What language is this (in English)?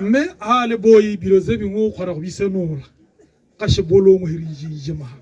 Tswana